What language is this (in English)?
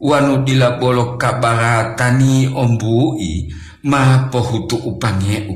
Gorontalo